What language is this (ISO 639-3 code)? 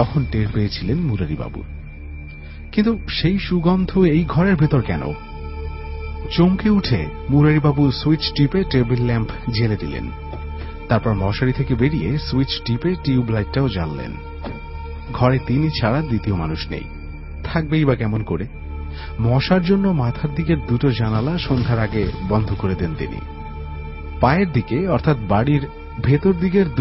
ben